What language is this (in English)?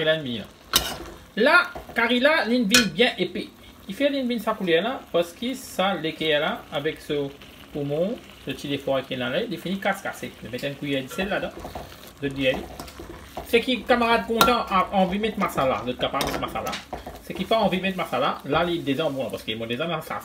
Morisyen